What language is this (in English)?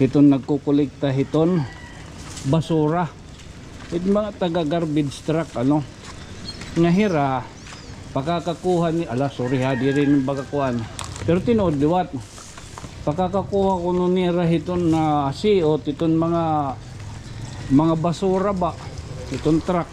Waray